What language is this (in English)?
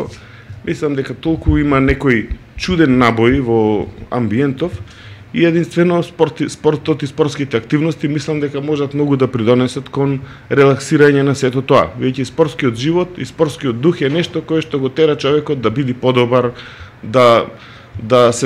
Macedonian